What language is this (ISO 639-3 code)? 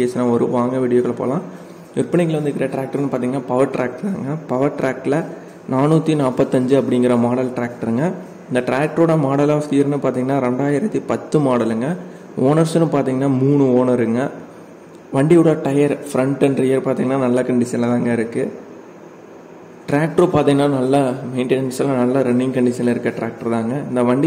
tam